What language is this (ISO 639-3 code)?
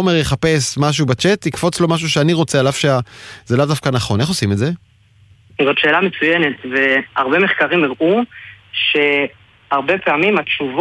heb